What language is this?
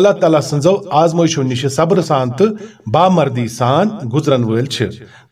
Kashmiri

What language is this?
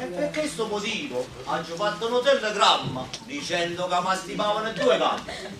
Neapolitan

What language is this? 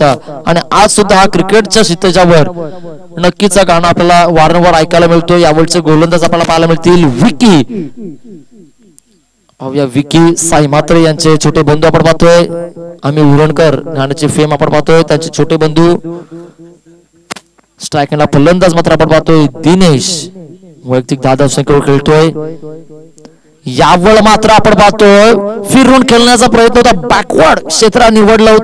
Marathi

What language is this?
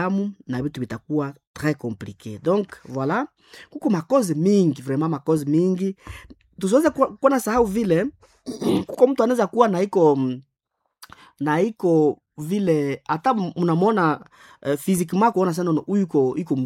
Swahili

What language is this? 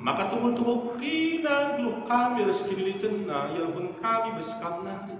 Batak Karo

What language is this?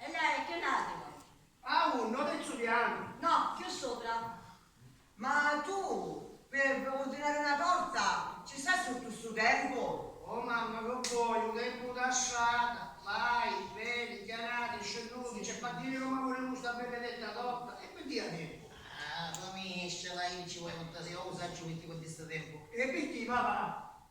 Sicilian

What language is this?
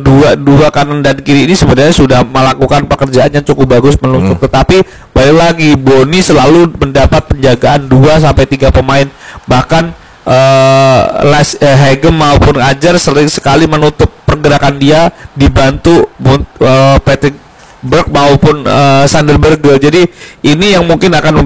Indonesian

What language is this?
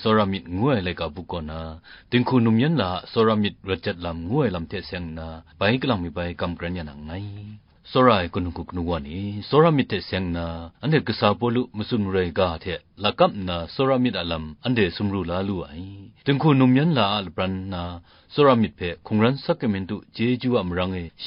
Kachin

